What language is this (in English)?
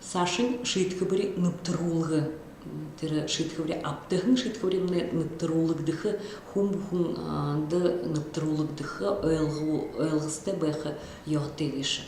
Buriat